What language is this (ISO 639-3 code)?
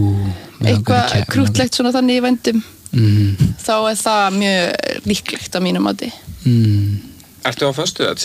isl